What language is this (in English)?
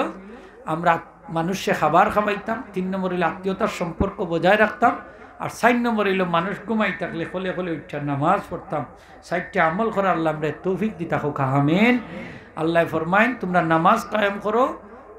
Sylheti